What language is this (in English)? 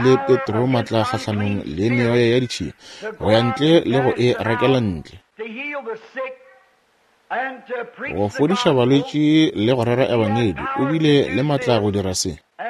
Northern Sotho